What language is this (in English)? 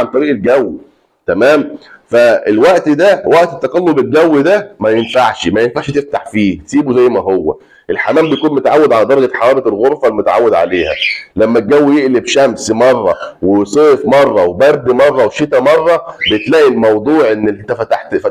Egyptian Arabic